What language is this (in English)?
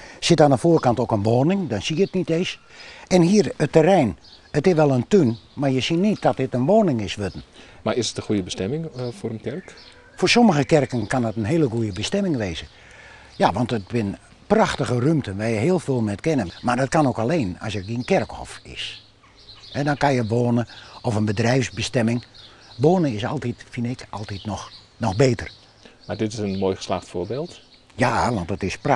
Western Frisian